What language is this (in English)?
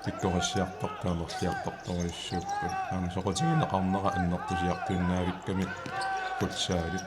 Kalaallisut